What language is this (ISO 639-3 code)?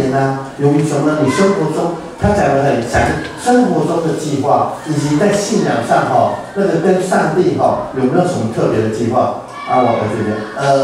zho